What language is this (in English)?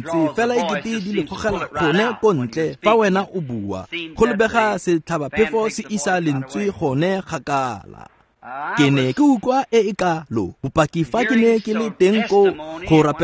Tswana